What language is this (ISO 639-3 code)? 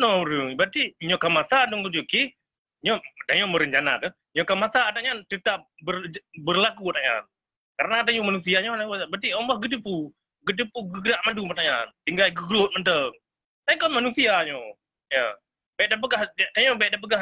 ace